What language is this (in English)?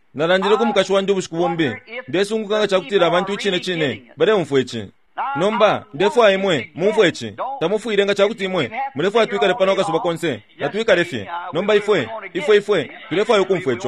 Bemba